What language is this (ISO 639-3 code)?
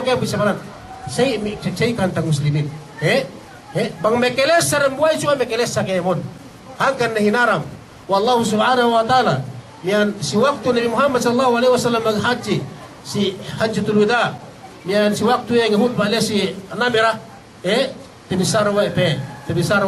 yka